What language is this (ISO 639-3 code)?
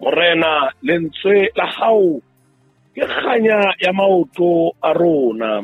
sot